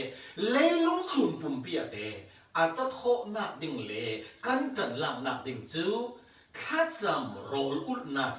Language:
Falam Chin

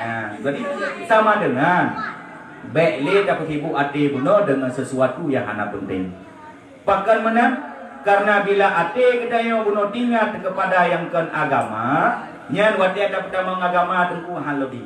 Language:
Achinese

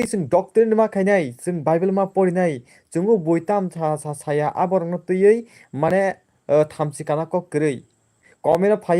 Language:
Kok Borok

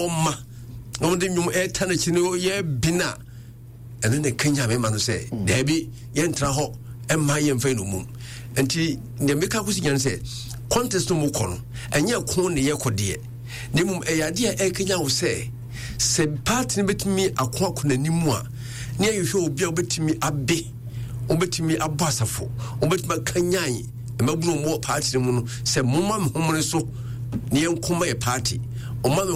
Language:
Akan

